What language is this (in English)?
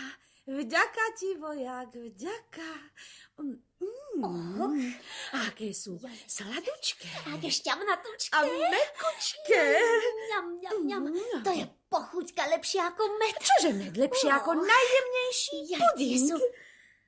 Slovak